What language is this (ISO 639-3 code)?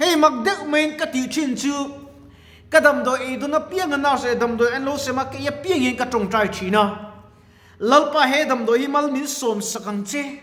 lus